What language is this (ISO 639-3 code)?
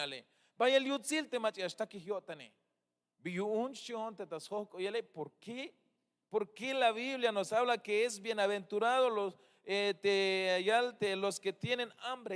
tzh